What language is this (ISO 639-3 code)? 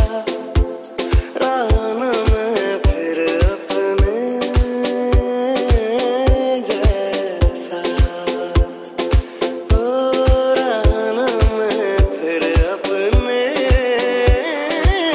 hin